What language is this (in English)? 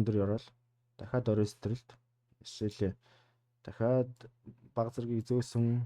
Mongolian